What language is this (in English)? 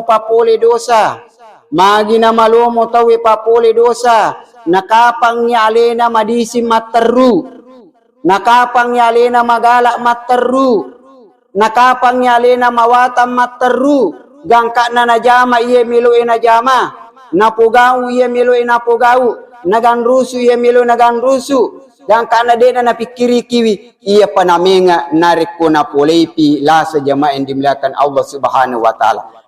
Buginese